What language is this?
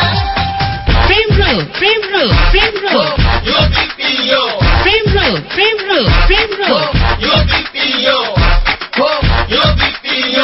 Bangla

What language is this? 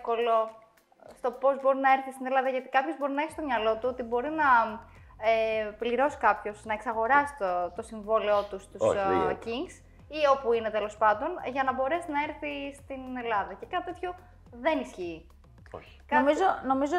Greek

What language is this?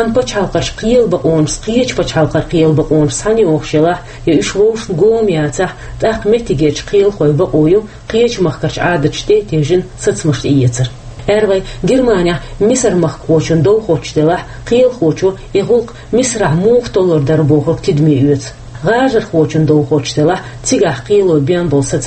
Chechen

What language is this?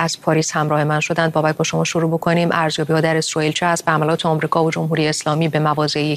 Persian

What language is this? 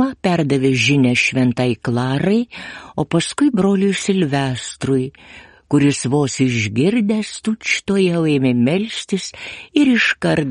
Lithuanian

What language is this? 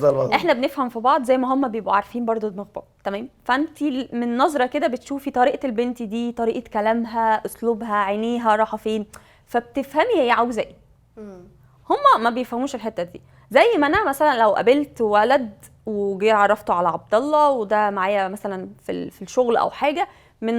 Egyptian Arabic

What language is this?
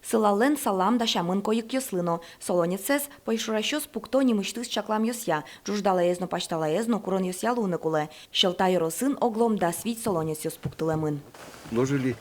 Udmurt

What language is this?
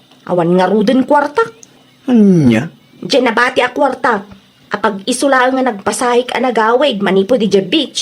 Iloko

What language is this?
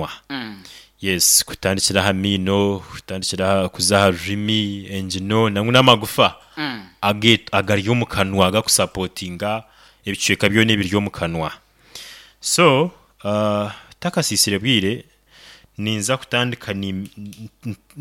Nyoro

